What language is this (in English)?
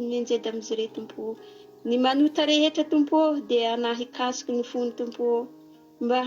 Malagasy